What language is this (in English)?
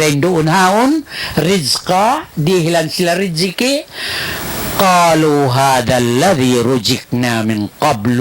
Tausug